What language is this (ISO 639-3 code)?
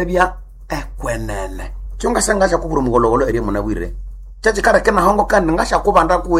nnb